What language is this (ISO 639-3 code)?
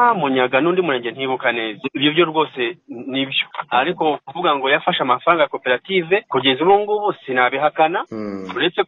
kin